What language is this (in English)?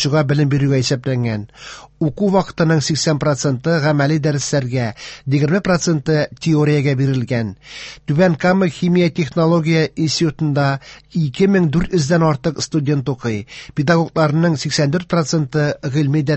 Tatar